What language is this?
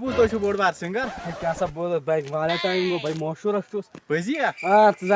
Kashmiri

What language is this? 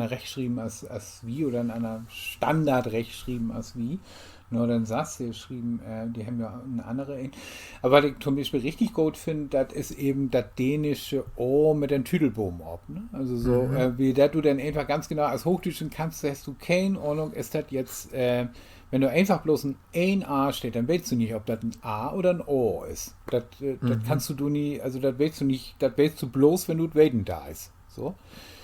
Low German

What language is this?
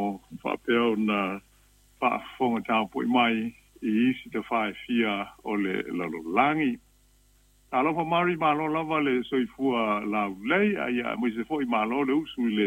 Samoan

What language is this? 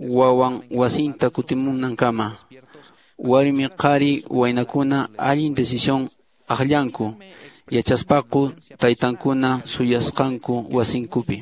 Quechua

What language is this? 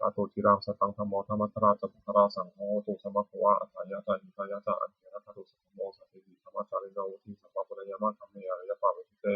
Pali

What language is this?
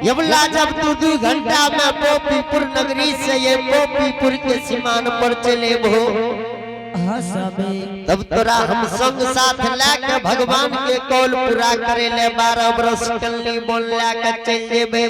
Angika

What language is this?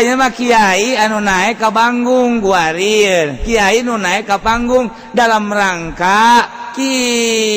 Sundanese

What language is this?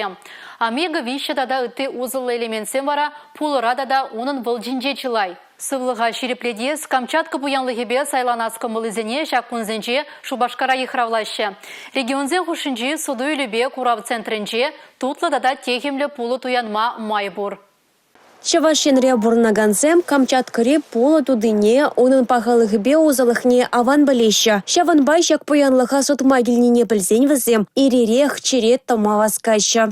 Chuvash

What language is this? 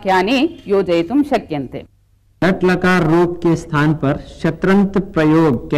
Sanskrit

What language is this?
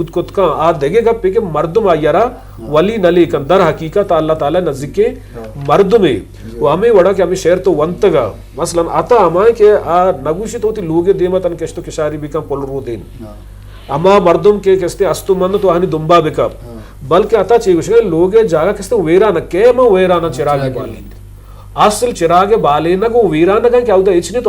Eastern Balochi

